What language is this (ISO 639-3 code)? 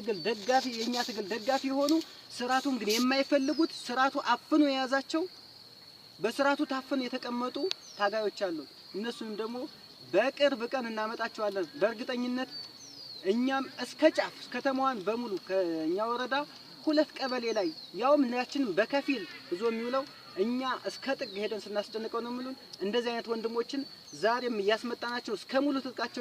amh